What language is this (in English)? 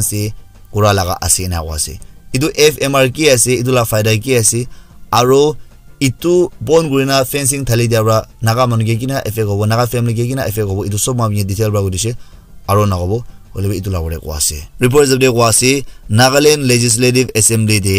Naga Pidgin